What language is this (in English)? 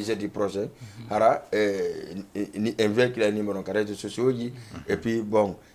Fula